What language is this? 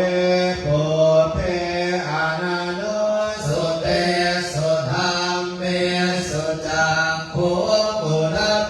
Pali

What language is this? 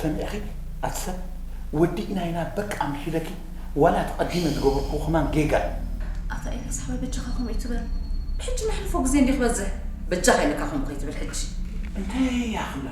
Tigrinya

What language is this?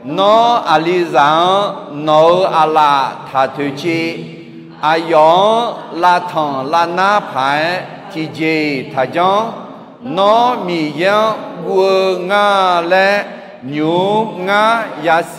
Akha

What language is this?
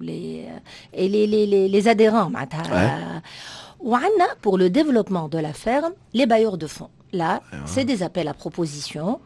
Tunisian Arabic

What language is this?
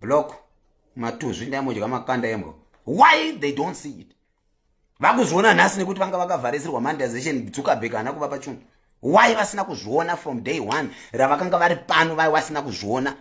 Shona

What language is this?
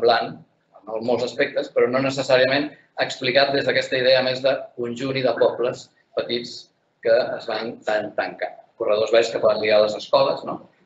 Catalan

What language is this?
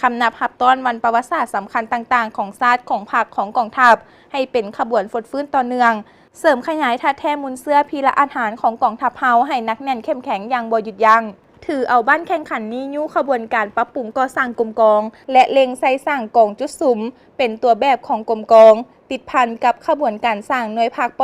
Lao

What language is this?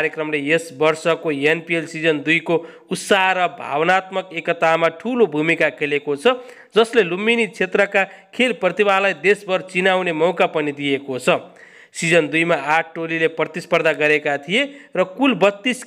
Nepali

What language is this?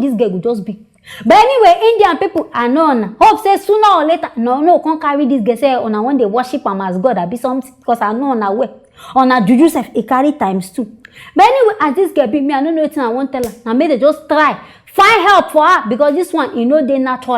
Nigerian Pidgin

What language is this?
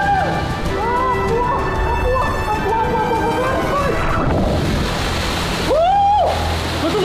Finnish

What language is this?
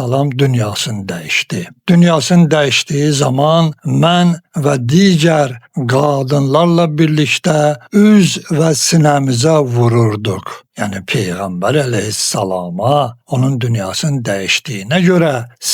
Azerbaijani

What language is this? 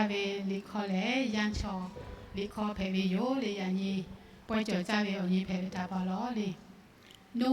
Lahu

